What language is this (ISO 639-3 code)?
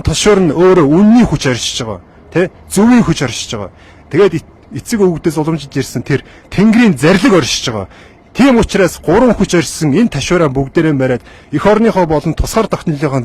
mon